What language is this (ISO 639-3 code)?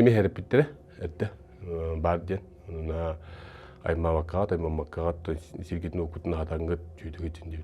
sah